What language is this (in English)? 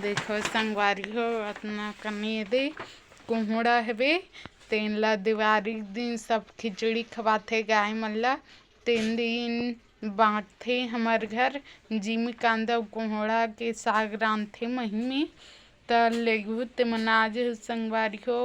Chhattisgarhi